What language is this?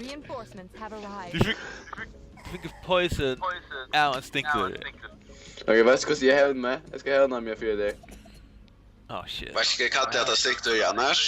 Faroese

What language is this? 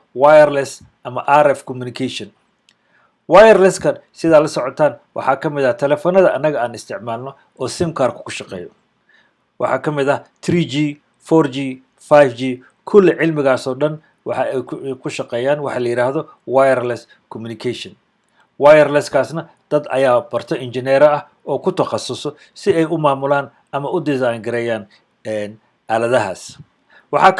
Somali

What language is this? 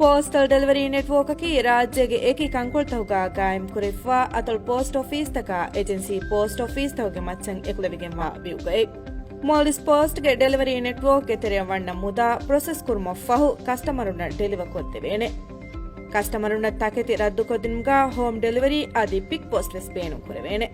Divehi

